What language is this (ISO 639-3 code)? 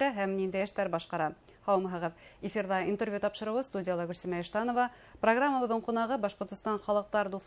bak